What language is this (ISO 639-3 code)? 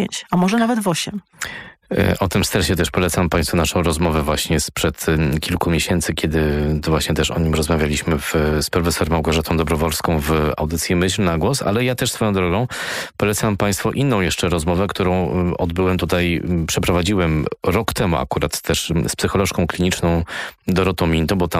pol